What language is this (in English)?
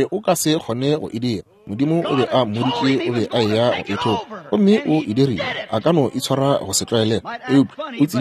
Northern Sotho